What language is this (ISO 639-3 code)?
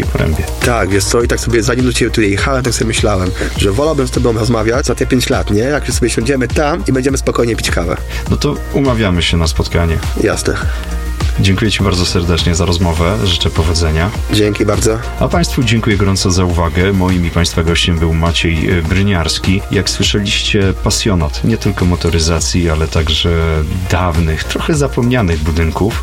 pol